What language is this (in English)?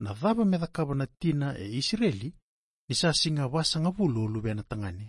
Fijian